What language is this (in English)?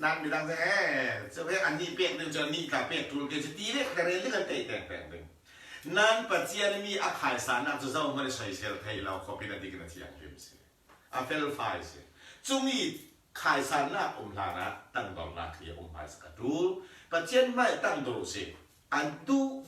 Falam Chin